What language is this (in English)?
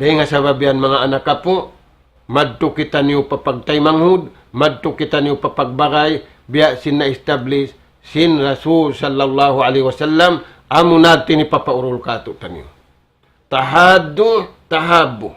Tausug